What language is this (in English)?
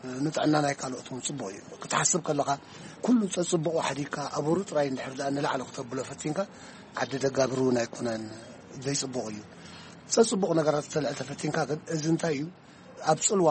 Tigrinya